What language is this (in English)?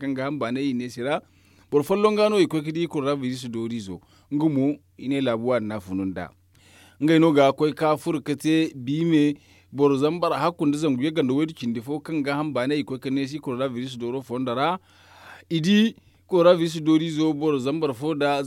Zarma